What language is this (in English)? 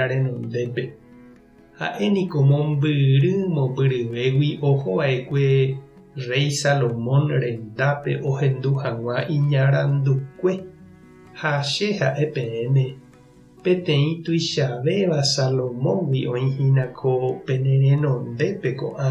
Guarani